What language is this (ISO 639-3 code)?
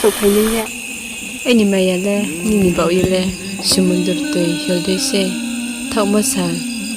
ria